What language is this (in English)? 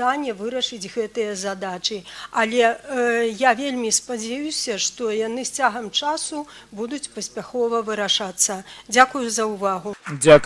Belarusian